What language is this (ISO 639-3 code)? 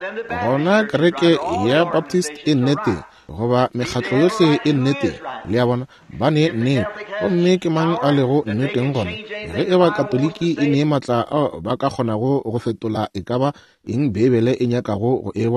nso